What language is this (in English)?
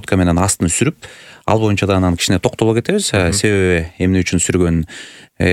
Kyrgyz